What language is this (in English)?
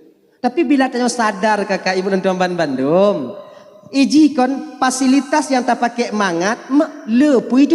Achinese